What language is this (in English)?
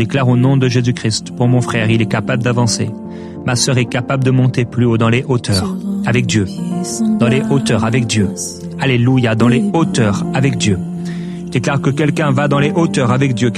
French